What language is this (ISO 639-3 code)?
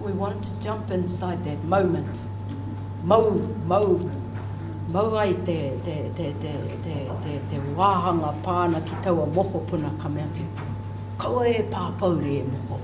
mri